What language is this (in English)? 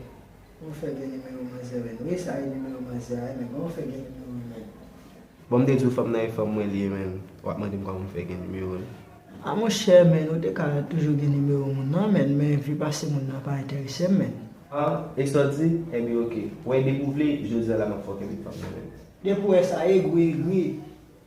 Haitian Creole